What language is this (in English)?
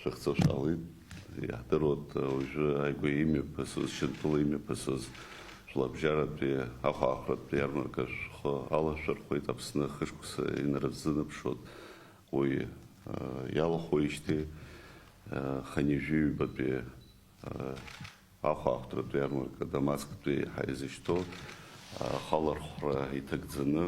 Abkhazian